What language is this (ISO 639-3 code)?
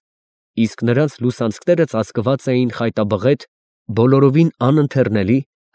hye